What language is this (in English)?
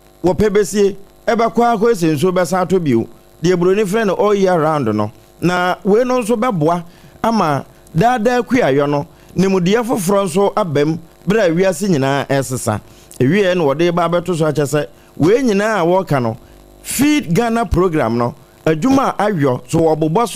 Akan